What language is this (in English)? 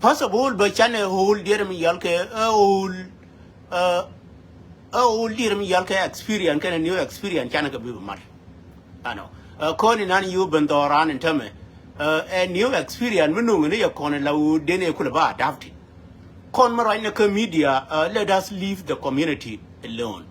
Nuer